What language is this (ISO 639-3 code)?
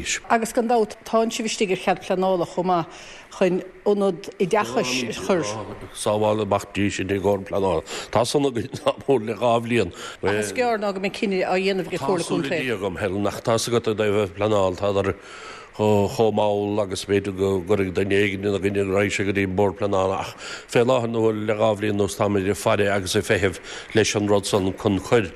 gle